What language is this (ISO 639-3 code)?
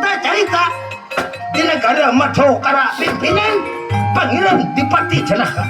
bjn